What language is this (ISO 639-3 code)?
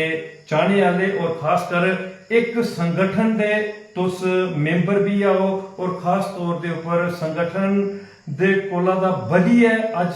doi